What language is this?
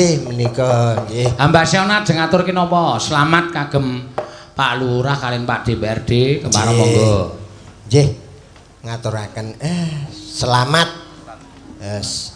Javanese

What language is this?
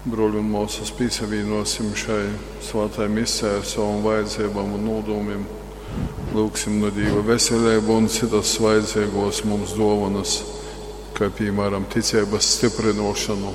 Latgalian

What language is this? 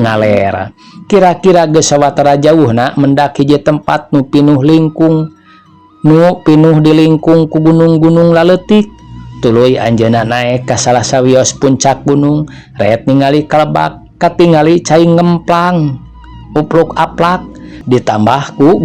Sundanese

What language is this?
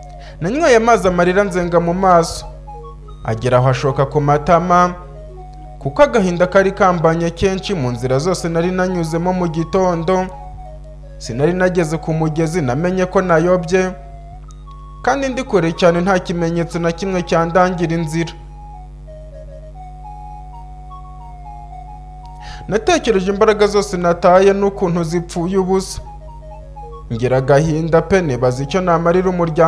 Kinyarwanda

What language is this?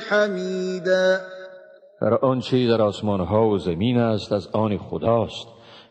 Tajik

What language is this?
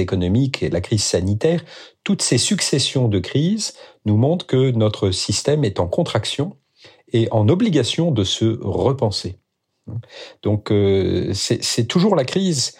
French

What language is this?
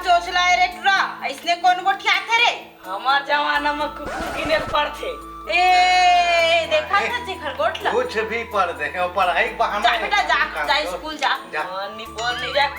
Chhattisgarhi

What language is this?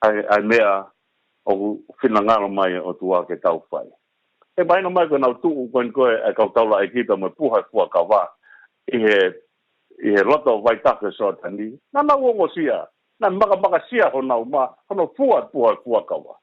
Tongan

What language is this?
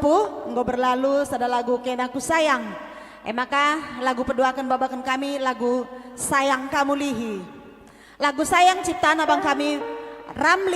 Batak Karo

